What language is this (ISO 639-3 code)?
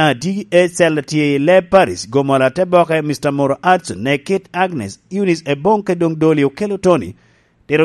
laj